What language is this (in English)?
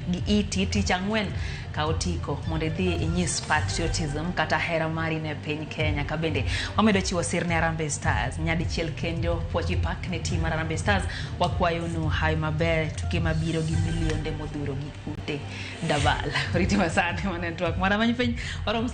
Luo (Kenya and Tanzania)